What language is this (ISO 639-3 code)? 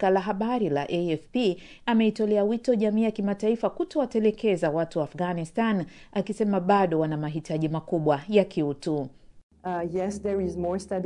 swa